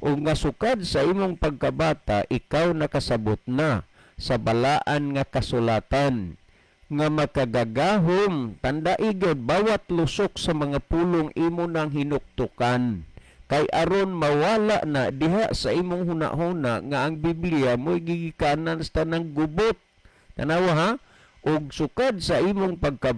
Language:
Cebuano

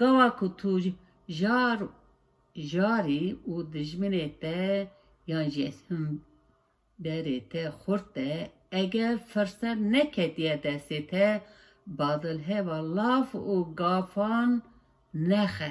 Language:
Kurdish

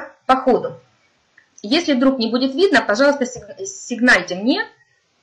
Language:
Russian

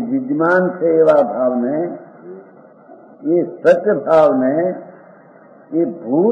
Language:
Gujarati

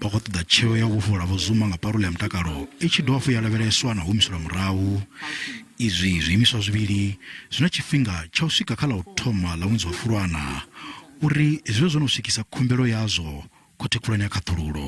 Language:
Venda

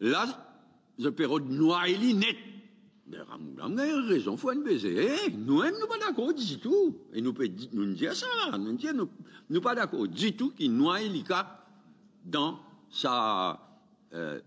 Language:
Morisyen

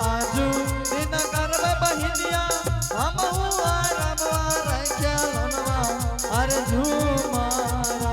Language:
Angika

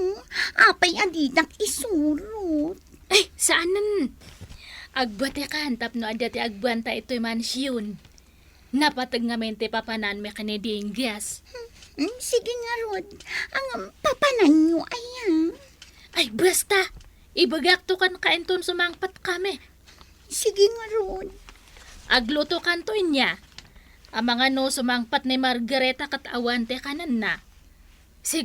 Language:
Iloko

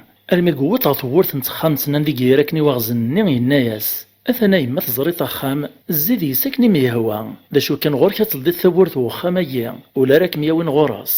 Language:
Kabyle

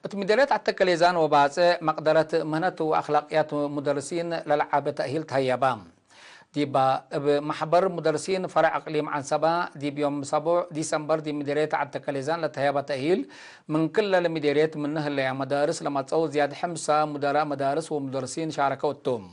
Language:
Tigre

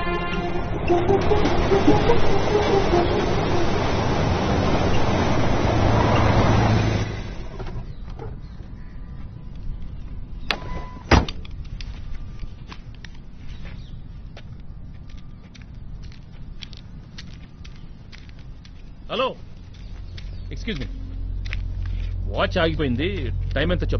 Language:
Telugu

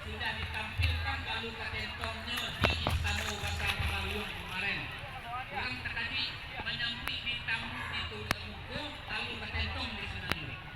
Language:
Minangkabau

